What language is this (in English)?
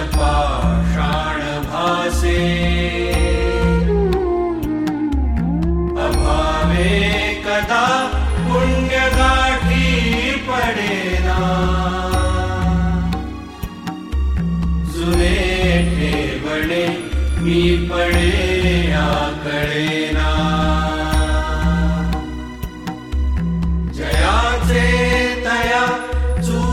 Marathi